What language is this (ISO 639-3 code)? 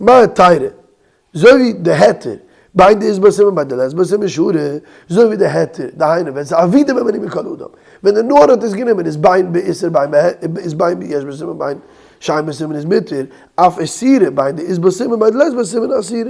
yid